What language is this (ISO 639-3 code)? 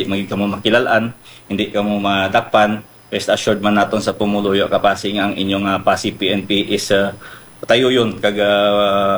hil